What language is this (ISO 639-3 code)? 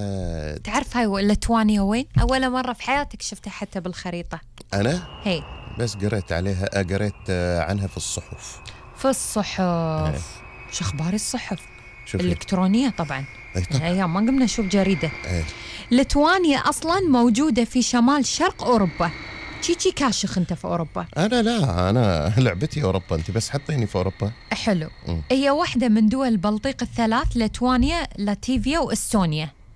afb